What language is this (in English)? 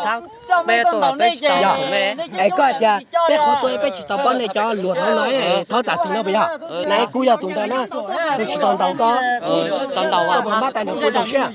Hmong